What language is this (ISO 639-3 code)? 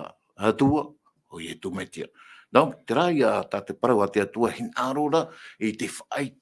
tah